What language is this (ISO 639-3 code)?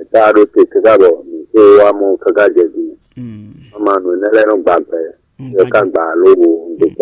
fon